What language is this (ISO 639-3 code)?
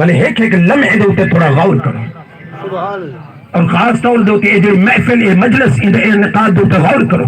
skr